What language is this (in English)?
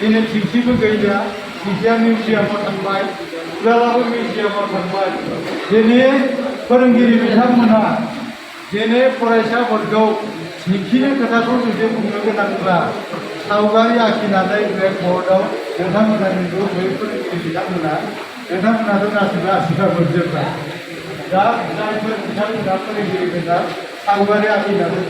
Bodo